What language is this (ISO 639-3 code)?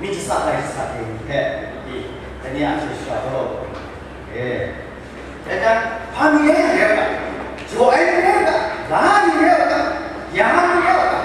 kac